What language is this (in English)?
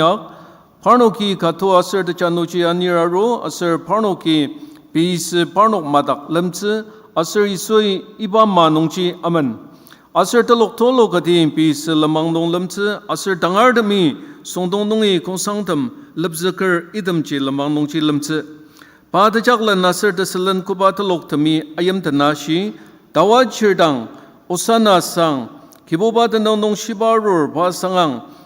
Ao Naga